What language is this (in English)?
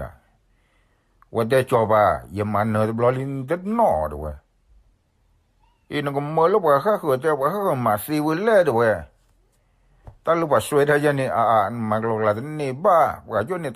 S'gaw Karen